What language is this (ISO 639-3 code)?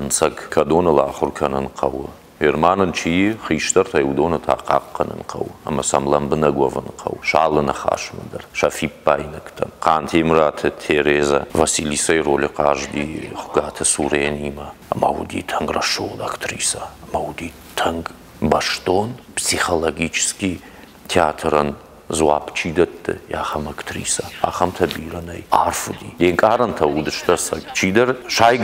oss